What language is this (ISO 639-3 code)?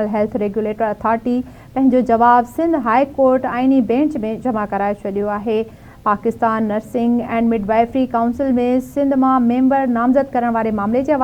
snd